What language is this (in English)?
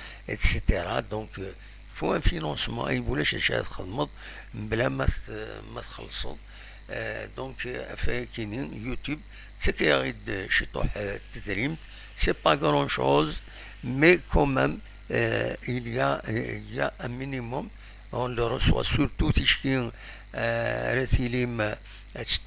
Kabyle